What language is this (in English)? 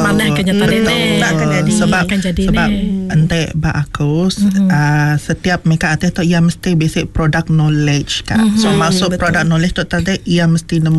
Malay